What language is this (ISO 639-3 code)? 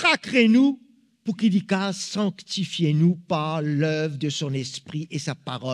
mfe